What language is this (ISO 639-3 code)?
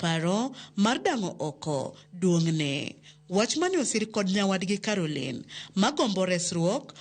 luo